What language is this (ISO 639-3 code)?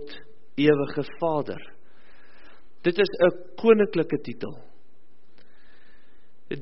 afr